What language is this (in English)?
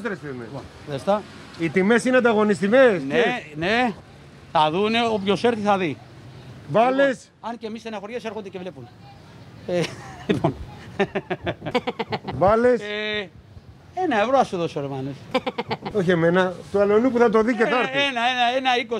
Greek